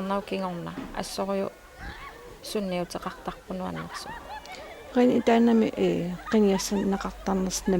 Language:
Kalaallisut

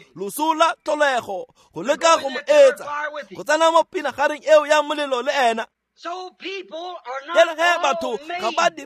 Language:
Tswana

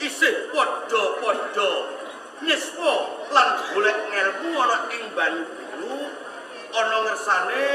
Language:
Javanese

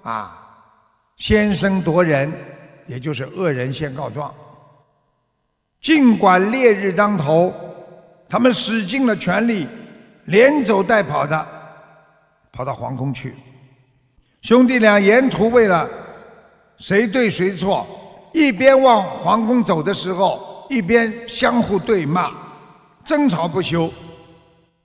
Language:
Chinese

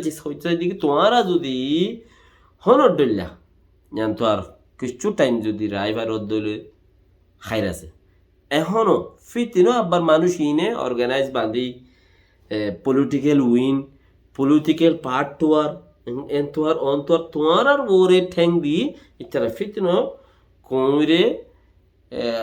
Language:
Rohingya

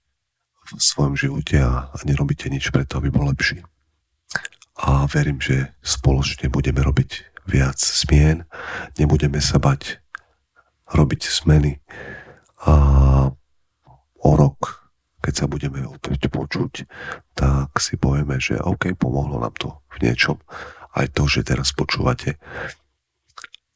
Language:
Slovak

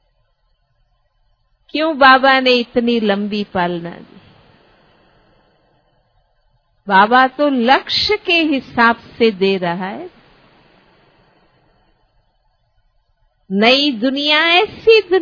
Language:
Hindi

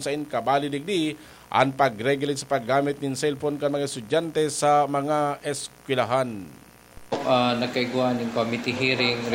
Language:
Bikol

